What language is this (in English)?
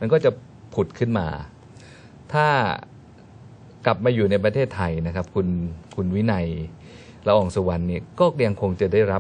Thai